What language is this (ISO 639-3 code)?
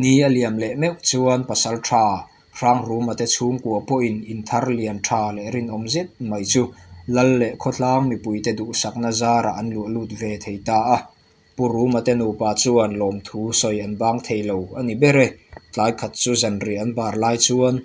lus